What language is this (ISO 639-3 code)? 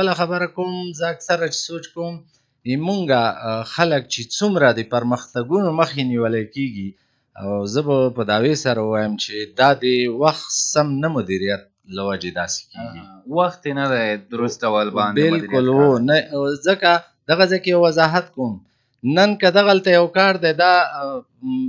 pus